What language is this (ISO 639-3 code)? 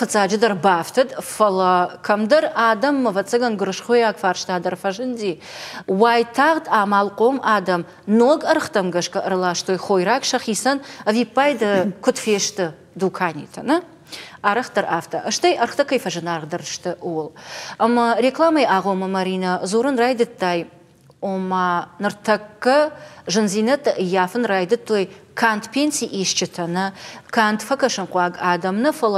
oss